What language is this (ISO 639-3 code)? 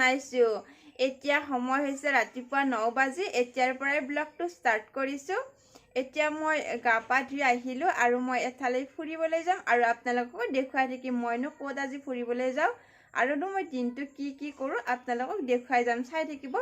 asm